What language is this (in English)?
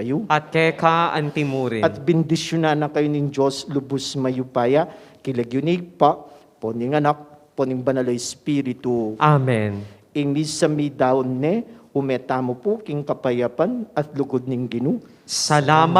Pampanga